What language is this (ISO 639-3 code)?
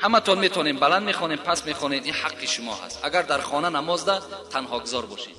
tgk